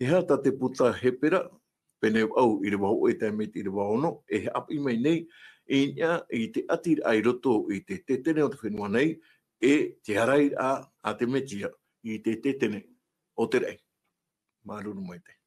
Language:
Tahitian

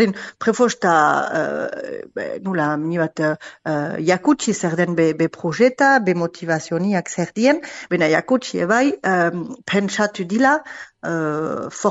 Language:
Basque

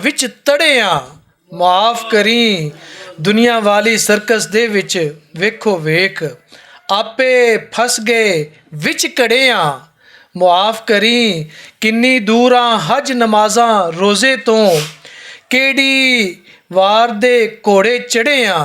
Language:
Western Panjabi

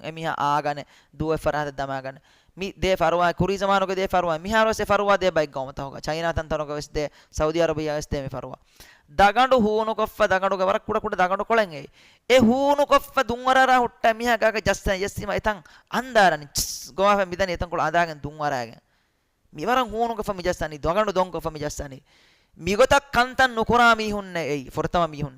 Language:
Divehi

